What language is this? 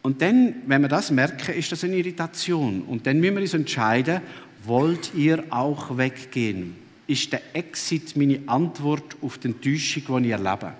Swiss German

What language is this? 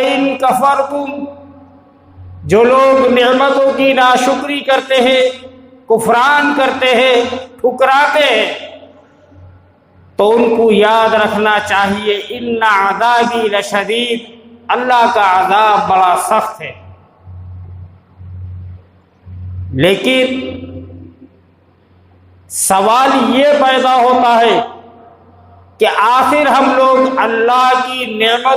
Urdu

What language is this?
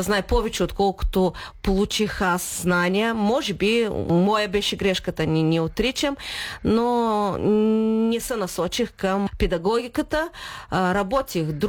Bulgarian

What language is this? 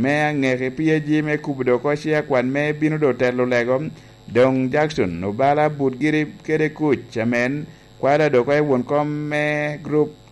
Lango (Uganda)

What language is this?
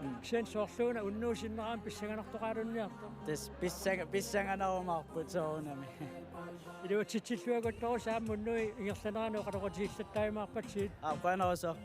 Kalaallisut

